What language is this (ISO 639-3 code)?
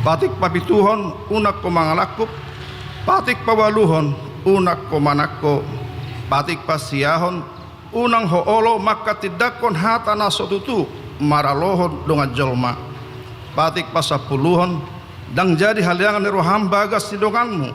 bbc